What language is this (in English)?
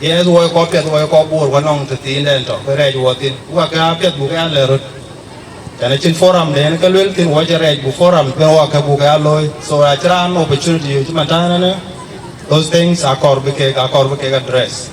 Dinka